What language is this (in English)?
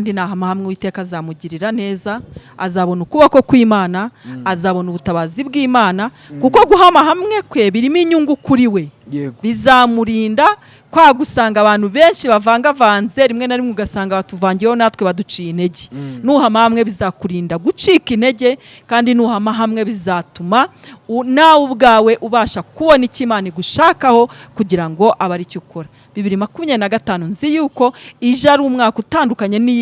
Kinyarwanda